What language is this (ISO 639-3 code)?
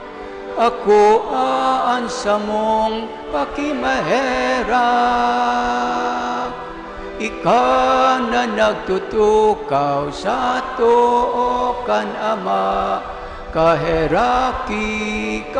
bik